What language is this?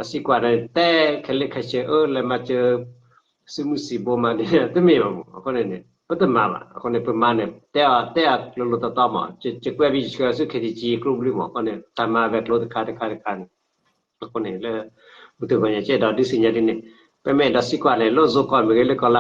S'gaw Karen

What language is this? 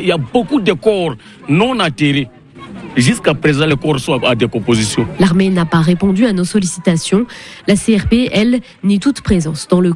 French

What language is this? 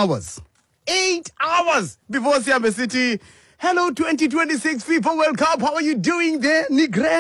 Xhosa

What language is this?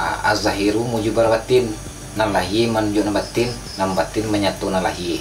Minangkabau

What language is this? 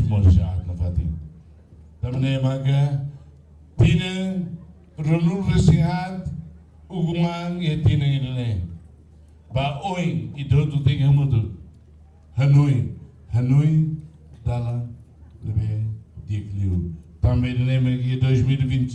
Tetum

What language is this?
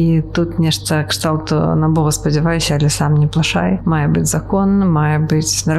Belarusian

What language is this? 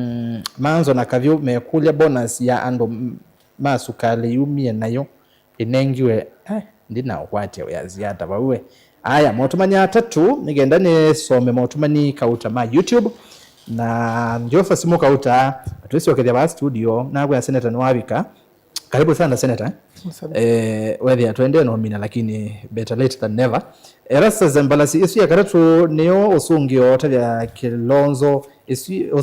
Kamba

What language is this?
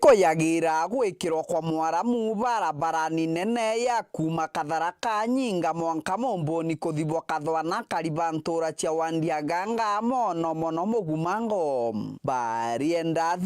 Meru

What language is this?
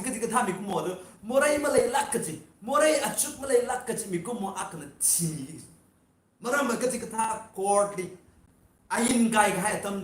Tangkhul Naga (India)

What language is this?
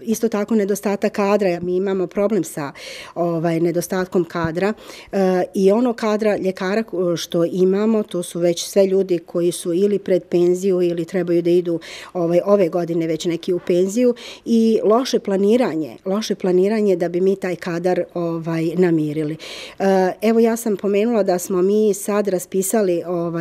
Bosnian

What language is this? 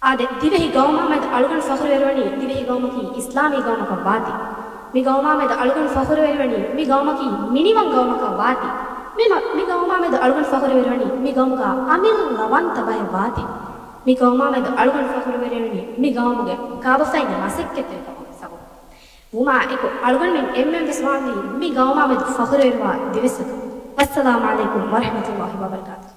Divehi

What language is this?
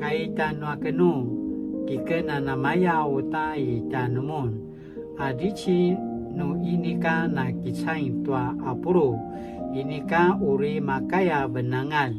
Paiwan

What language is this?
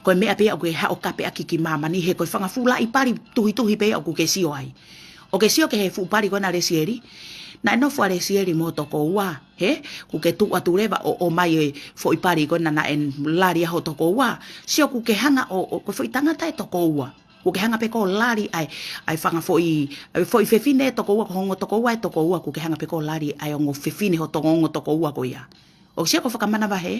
Tongan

